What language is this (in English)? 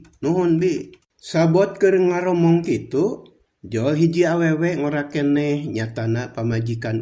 Sundanese